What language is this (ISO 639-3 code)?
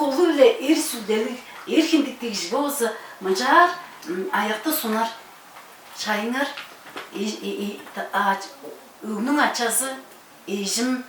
tyv